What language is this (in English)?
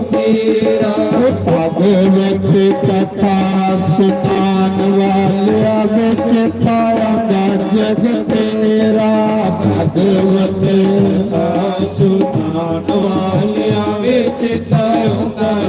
Dogri